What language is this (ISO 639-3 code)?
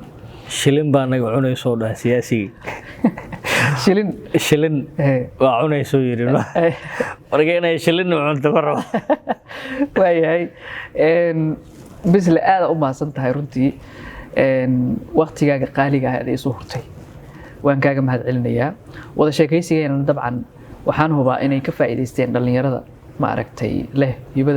som